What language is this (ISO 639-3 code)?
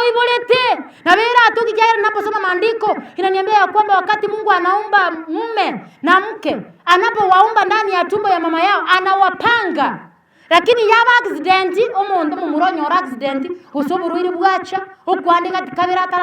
guz